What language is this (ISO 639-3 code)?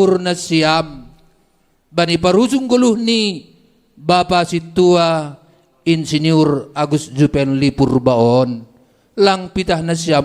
bts